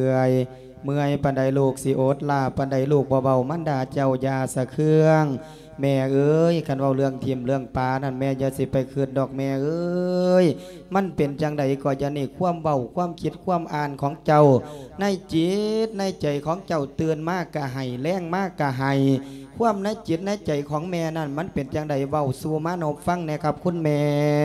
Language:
Lao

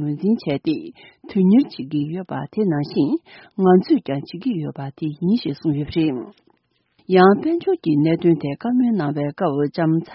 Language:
Tibetan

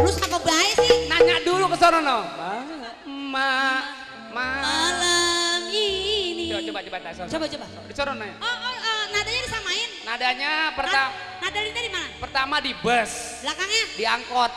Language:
Betawi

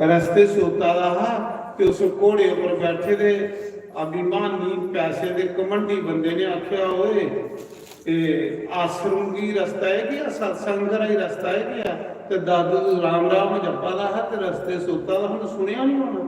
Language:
Dogri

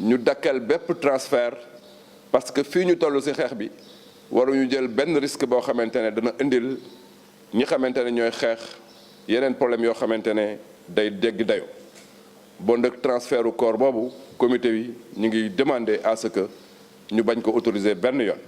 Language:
Wolof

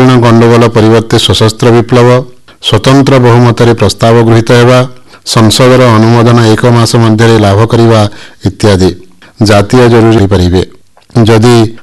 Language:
Odia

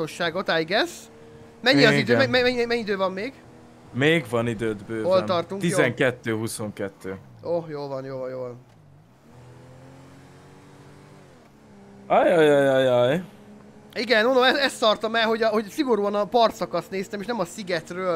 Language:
Hungarian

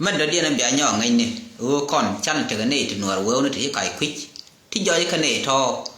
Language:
Nuer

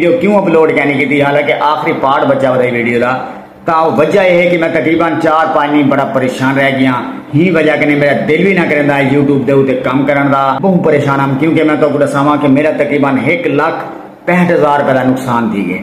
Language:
Saraiki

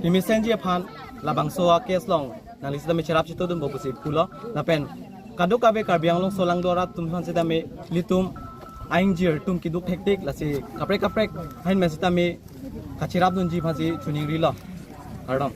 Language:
Karbi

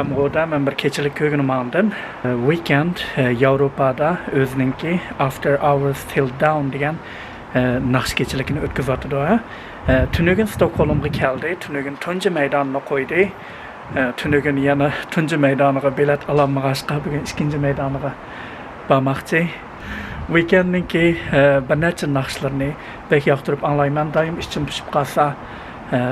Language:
Uyghur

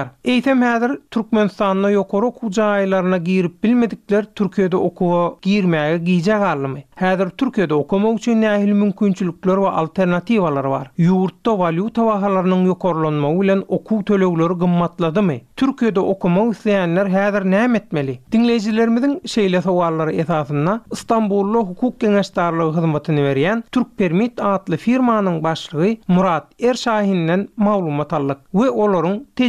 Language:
Turkmen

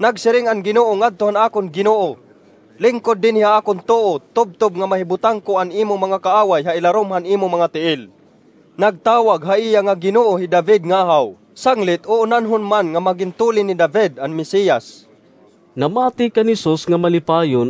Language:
Waray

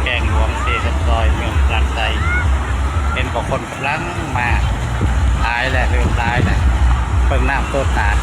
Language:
Lao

